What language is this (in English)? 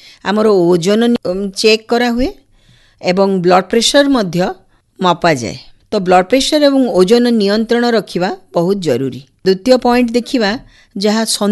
Odia